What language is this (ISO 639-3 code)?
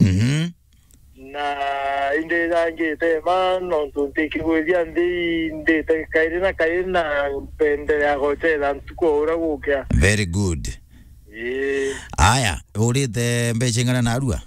mer